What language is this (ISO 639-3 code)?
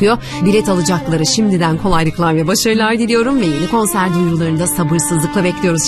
tur